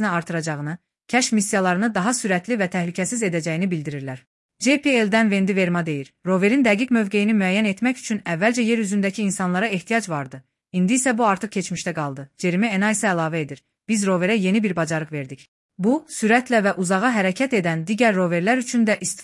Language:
Azerbaijani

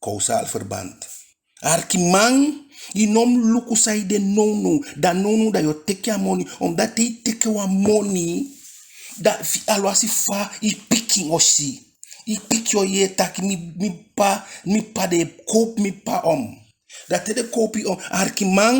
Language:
Eastern Maroon Creole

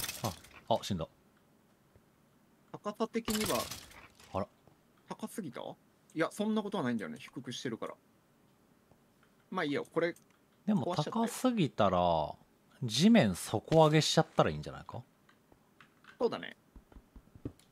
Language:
Japanese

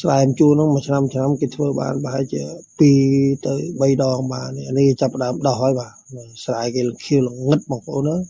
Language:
Khmer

